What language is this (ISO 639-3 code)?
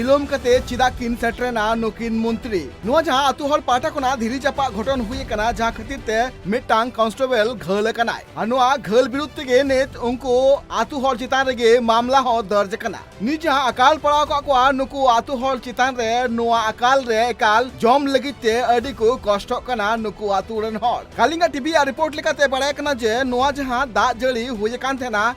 sat